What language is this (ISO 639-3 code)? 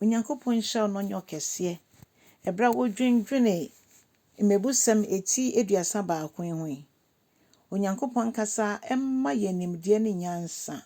aka